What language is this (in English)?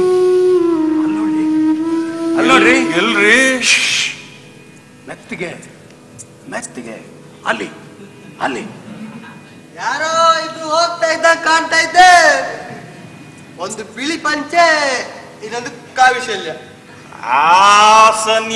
Kannada